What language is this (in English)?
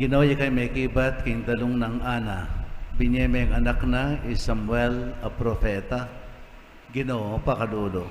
Pampanga